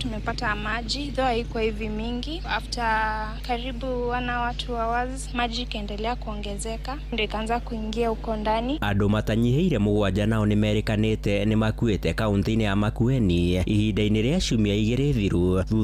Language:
Kikuyu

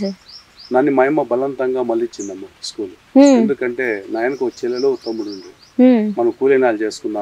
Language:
Telugu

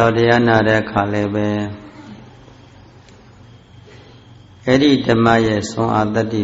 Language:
Burmese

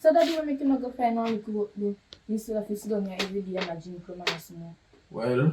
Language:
Jamaican Creole English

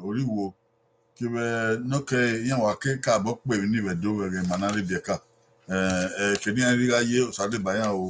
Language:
Bini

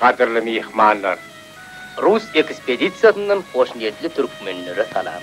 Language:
Turkmen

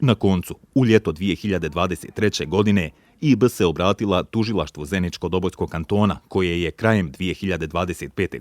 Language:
Bosnian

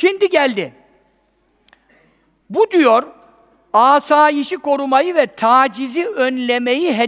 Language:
Turkish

